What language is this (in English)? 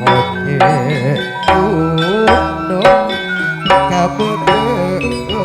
Madurese